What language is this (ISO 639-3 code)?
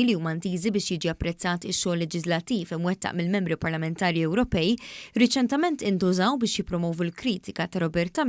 mlt